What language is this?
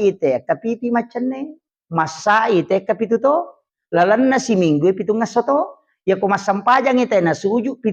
Buginese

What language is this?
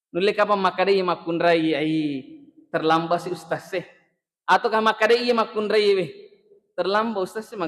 Buginese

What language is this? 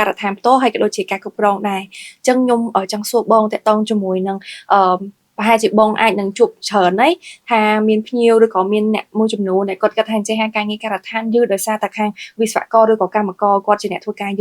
Khmer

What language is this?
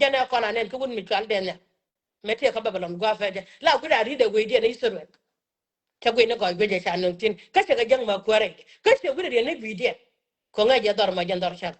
Nuer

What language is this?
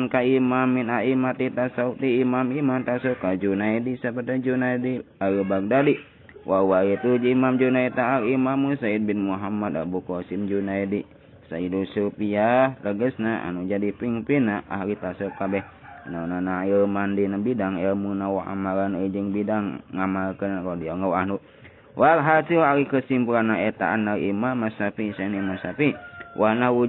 Sundanese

